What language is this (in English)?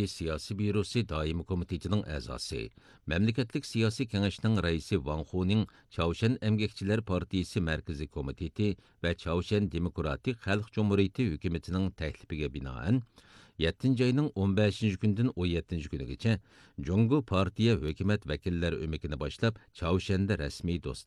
Uyghur